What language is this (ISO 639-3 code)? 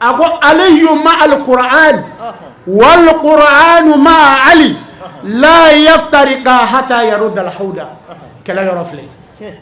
bam